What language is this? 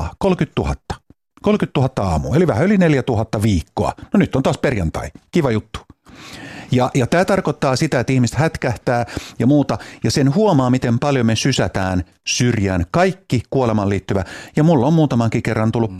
Finnish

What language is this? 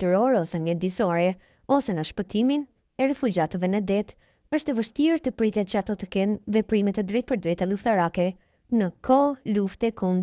Albanian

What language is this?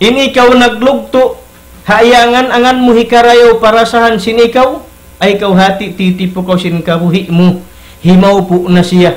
Tausug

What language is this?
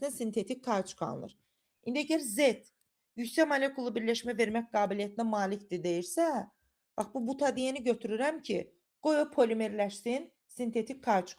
Azerbaijani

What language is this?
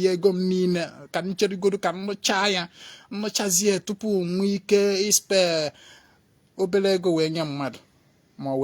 Igbo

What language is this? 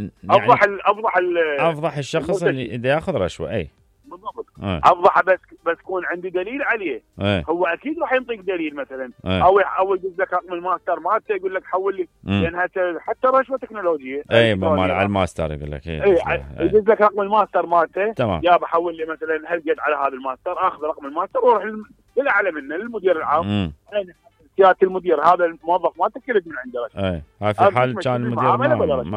Mesopotamian Arabic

